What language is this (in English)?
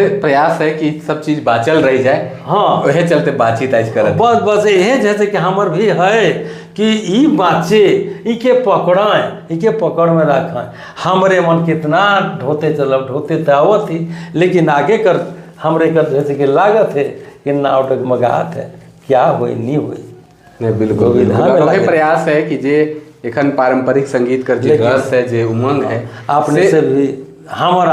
Sadri